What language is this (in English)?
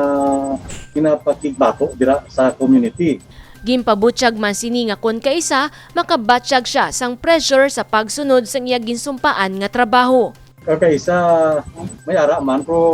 Hiligaynon